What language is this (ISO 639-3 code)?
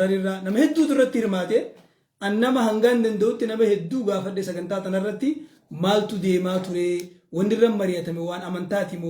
orm